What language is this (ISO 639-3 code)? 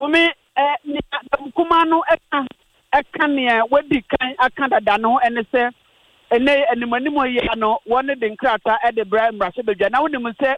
aka